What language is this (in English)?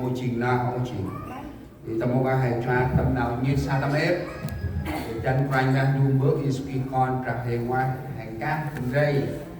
Central Mnong